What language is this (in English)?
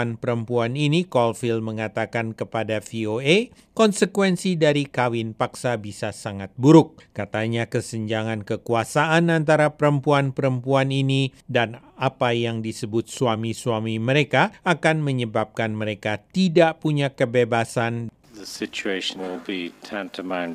Indonesian